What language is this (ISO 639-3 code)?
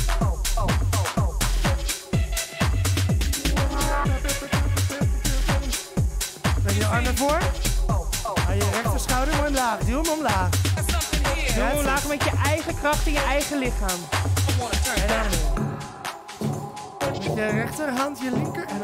nld